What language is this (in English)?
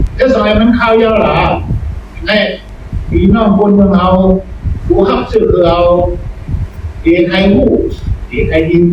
Shan